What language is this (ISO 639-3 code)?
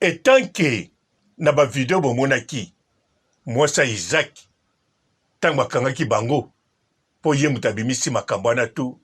lin